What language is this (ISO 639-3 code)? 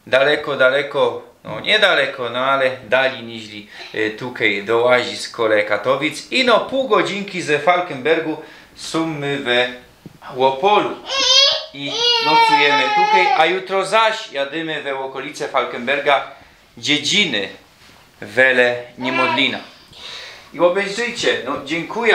szl